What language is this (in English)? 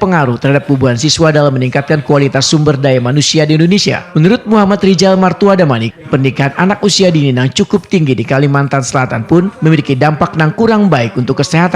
Banjar